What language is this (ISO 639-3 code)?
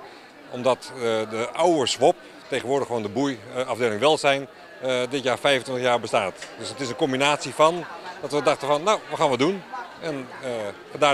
nld